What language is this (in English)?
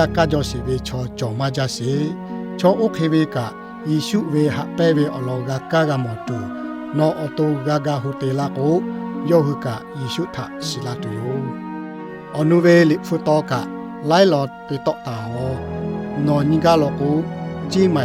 Lahu